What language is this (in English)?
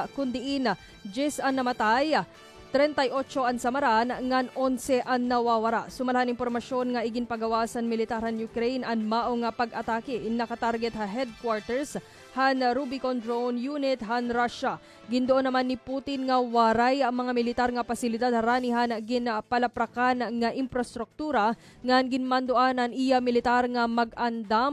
Waray